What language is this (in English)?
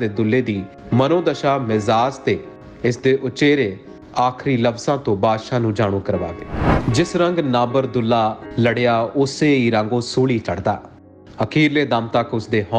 Punjabi